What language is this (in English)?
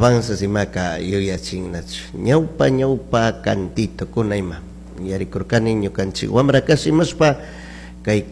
Chimborazo Highland Quichua